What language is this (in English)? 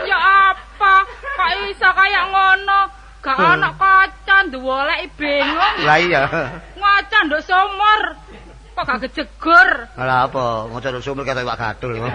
Javanese